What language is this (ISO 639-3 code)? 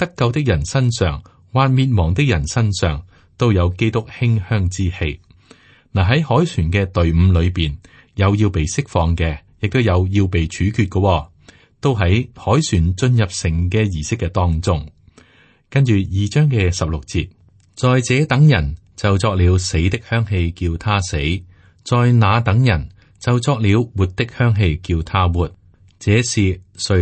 yue